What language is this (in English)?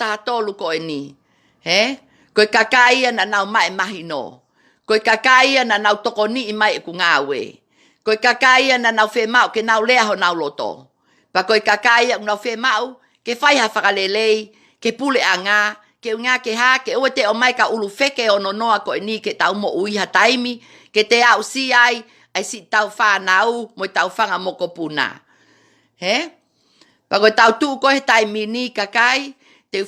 Tongan